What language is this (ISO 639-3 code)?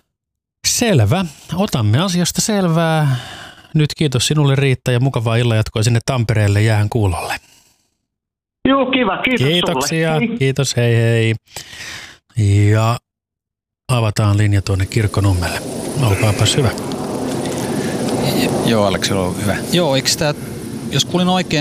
fin